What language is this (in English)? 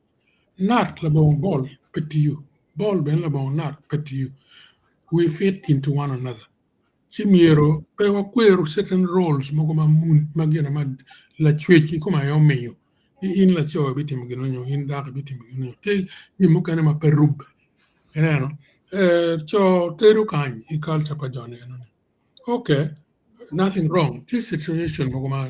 Acoli